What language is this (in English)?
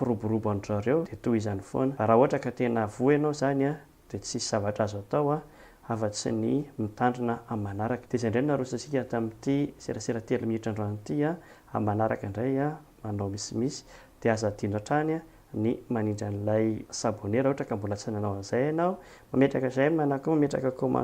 Malagasy